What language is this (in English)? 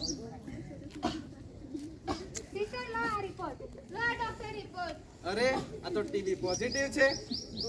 Gujarati